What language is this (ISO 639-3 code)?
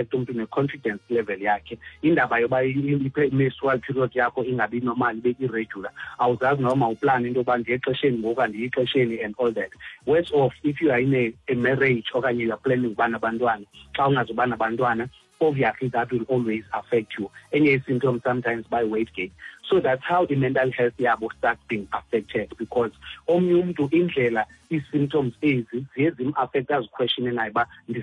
xho